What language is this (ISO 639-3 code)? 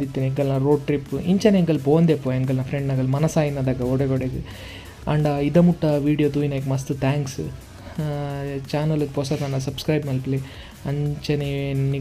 tcy